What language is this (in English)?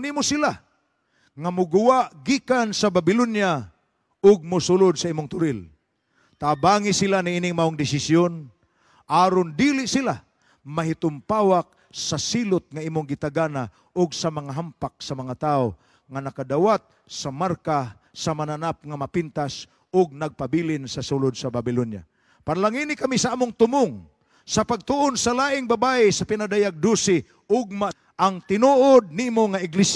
Cebuano